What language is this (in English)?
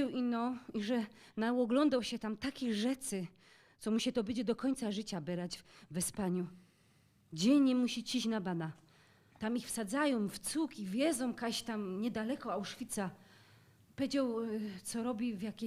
Silesian